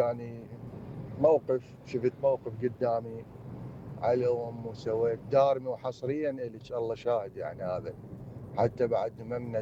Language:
Mesopotamian Arabic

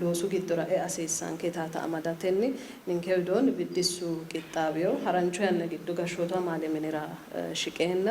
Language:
Sidamo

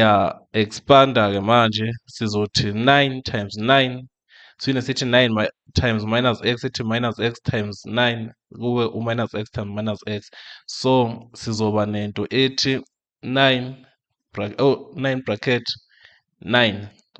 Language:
Zulu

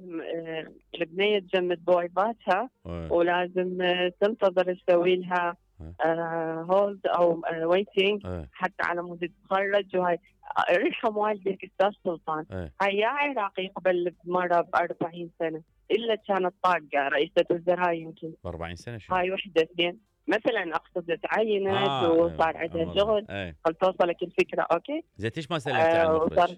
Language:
Mesopotamian Arabic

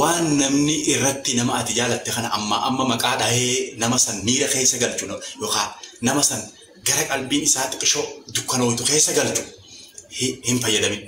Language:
Oromo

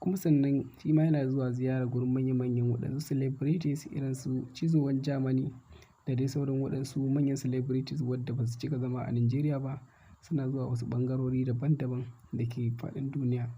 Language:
Hausa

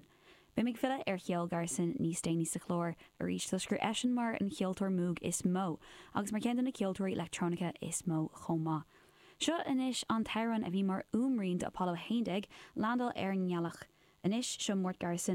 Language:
Irish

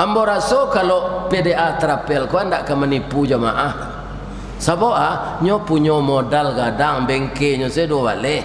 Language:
Minangkabau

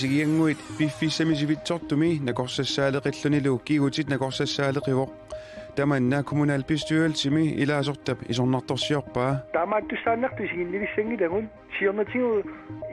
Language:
Kalaallisut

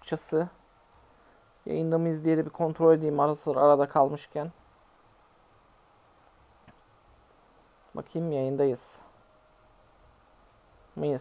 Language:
Turkish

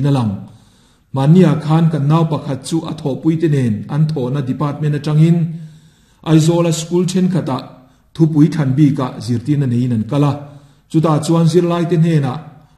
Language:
Mizo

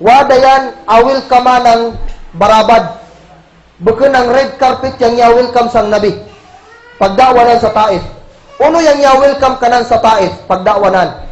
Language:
Kagan Kalagan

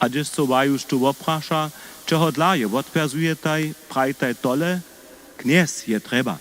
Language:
Upper Sorbian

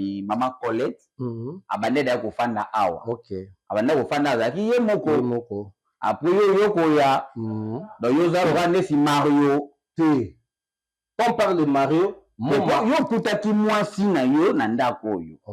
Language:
Lingala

